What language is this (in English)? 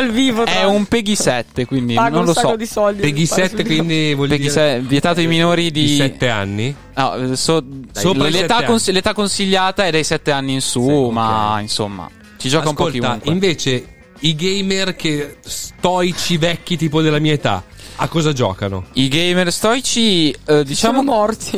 Italian